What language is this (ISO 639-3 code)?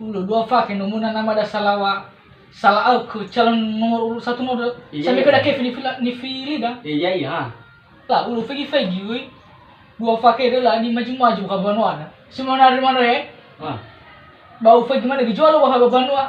nia